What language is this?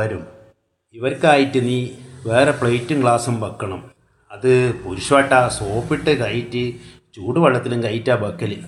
Malayalam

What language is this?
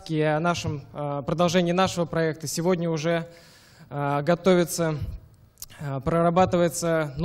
Russian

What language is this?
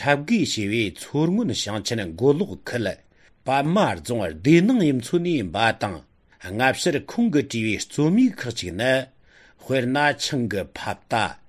Tibetan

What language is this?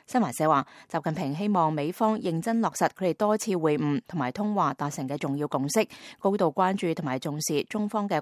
Cantonese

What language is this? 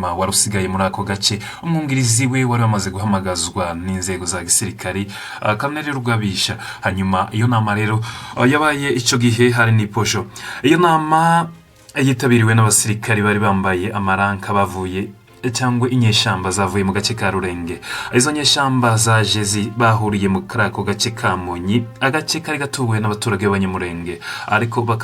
Kinyarwanda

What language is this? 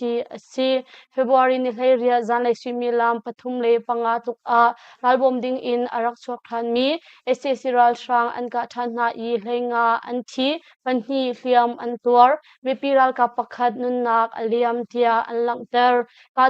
Hakha Chin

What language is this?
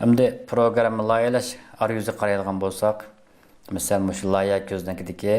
Uyghur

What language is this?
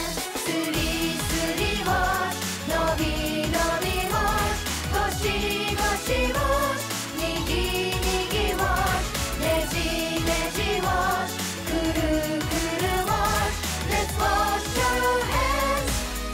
Japanese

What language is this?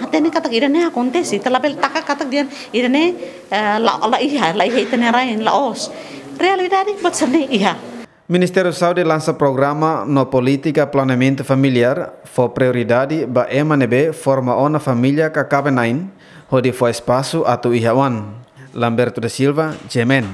Tetum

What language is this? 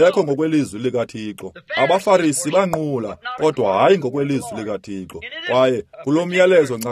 Xhosa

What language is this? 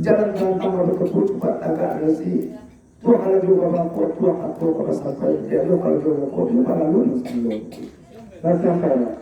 Minangkabau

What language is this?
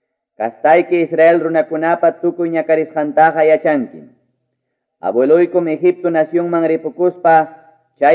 Ayacucho Quechua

